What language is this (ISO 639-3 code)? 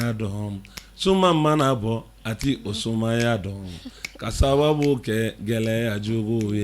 bam